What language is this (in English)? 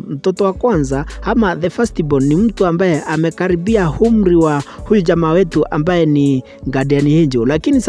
Swahili